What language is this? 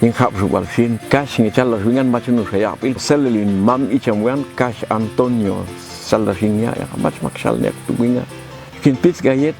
Popti'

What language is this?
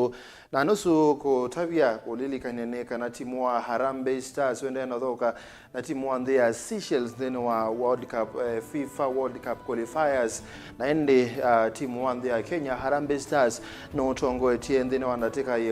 Kamba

